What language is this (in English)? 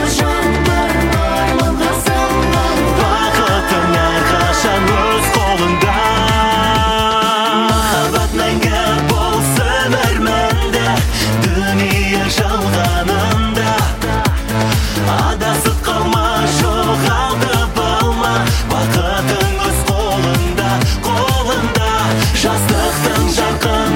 Kazakh